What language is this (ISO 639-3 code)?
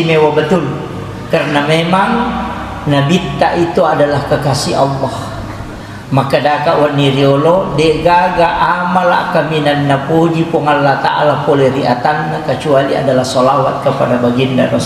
bug